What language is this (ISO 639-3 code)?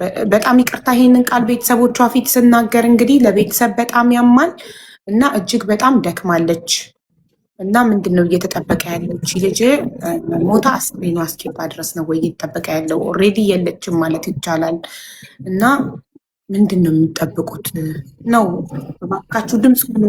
amh